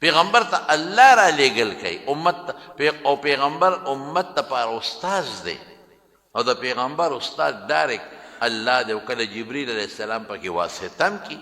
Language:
Pashto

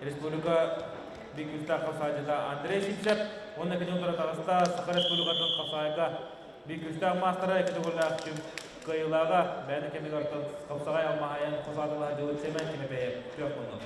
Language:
Yakut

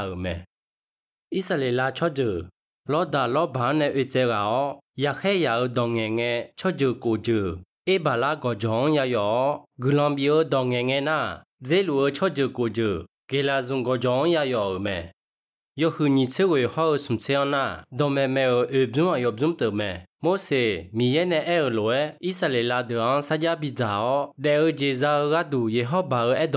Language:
Akha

